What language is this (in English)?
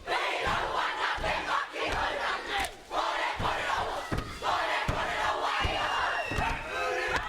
Māori